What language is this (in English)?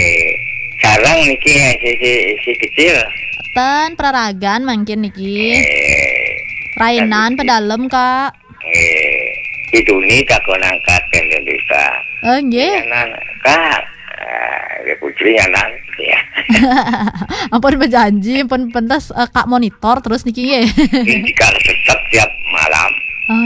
Balinese